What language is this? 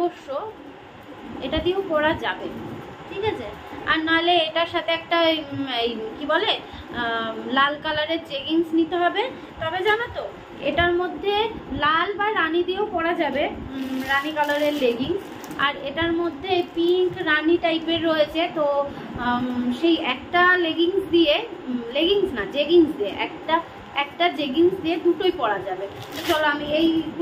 Bangla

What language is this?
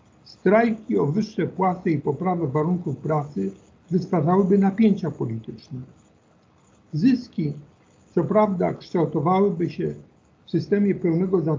Polish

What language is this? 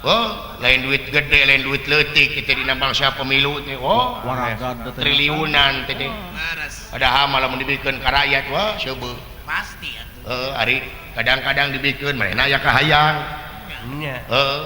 Sundanese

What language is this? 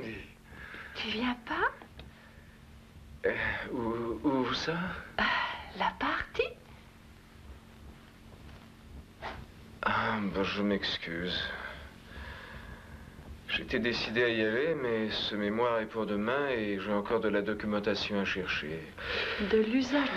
French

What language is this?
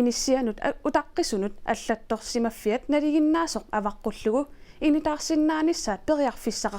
Kalaallisut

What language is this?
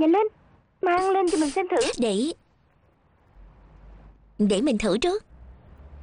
Vietnamese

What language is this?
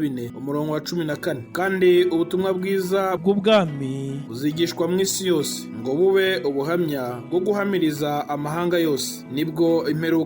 Rundi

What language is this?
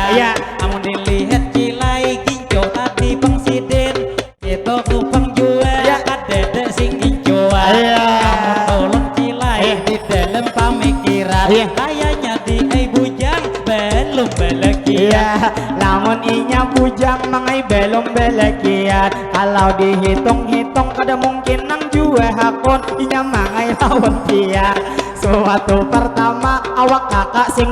Banjar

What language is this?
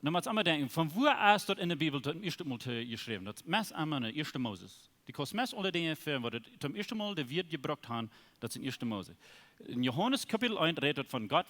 Plautdietsch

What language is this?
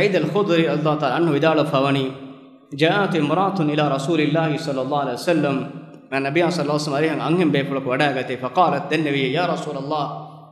Divehi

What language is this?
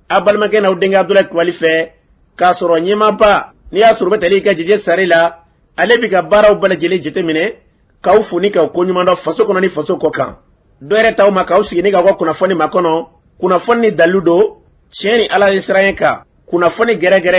Bambara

